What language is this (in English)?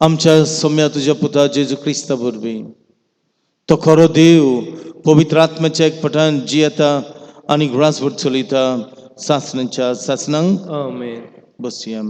Konkani